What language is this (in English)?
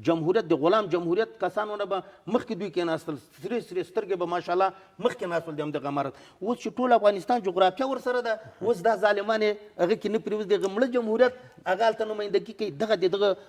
Pashto